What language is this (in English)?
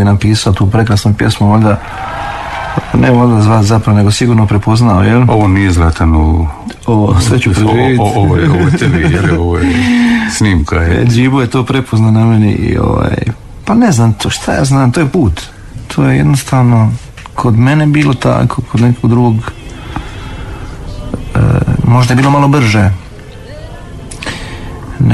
Croatian